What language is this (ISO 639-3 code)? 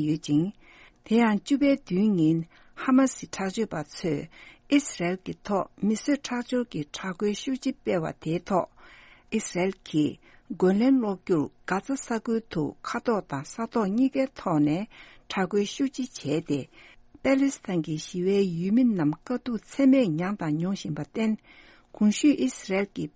bod